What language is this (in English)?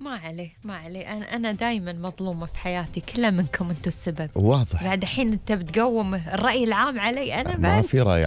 Gulf Arabic